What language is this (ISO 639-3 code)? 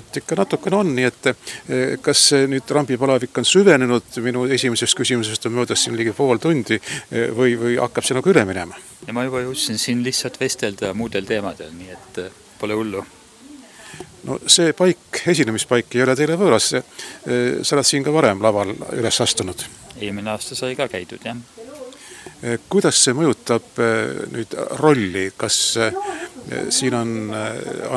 est